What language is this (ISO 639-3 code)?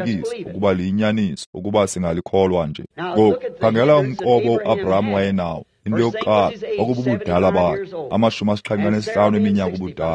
xho